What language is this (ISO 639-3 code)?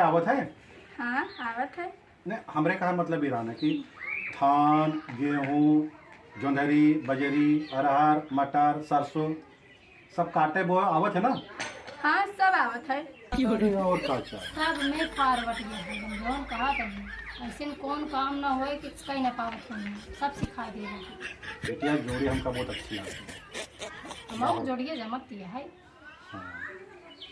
awa